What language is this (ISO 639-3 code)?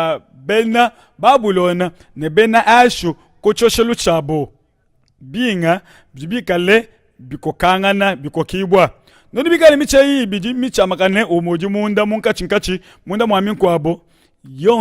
lua